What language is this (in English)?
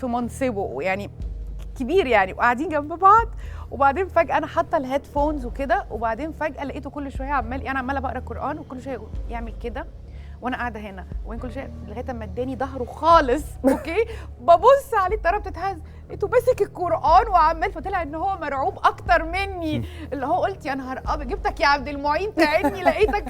Egyptian Arabic